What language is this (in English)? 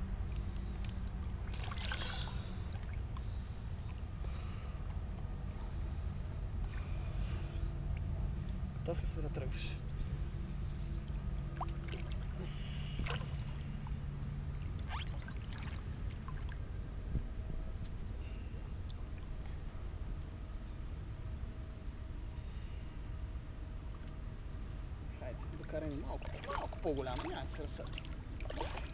Bulgarian